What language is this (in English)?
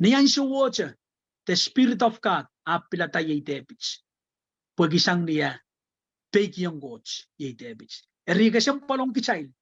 Pohnpeian